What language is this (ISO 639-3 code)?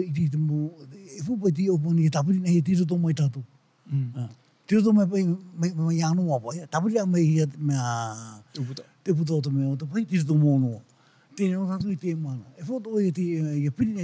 tah